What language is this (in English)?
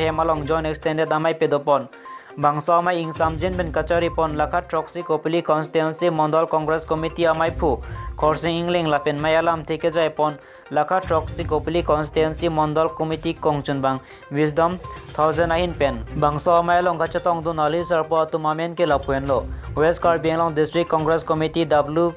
Karbi